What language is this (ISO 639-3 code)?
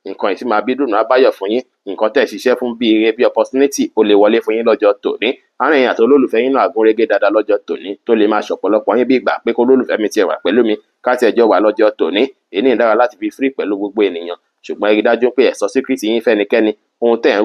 yor